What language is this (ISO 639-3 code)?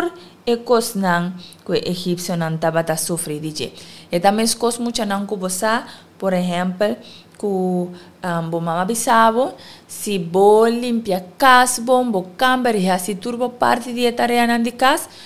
pap